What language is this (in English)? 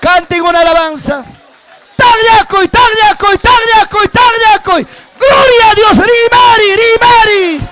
Ayacucho Quechua